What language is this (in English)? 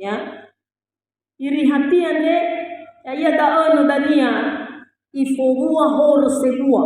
Nias